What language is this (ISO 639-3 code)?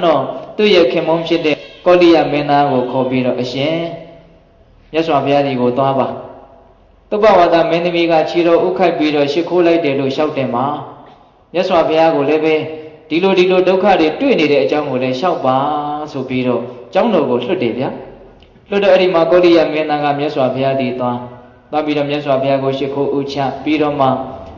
mya